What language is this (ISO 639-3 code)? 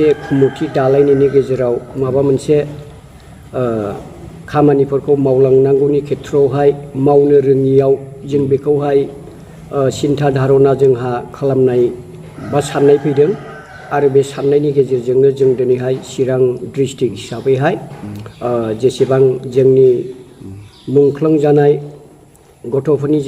brx